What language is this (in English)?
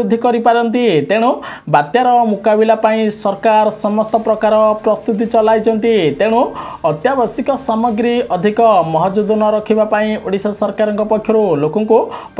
Odia